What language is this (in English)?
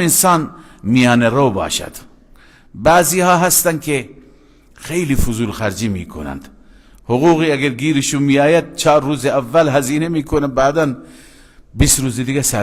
Persian